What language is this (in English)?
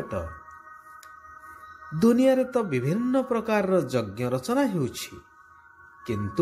Odia